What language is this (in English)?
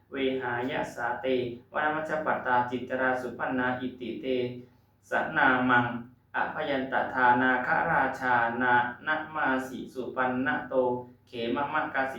Pali